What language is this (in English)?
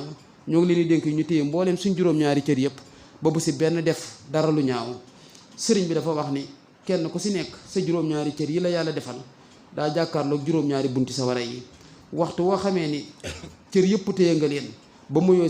Wolof